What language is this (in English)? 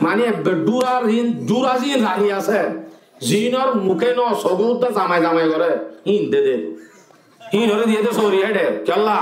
Rohingya